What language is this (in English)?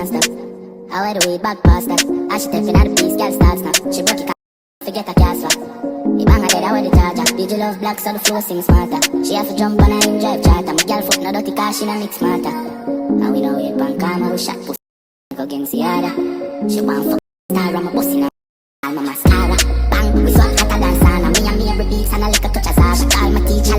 Jamaican Creole English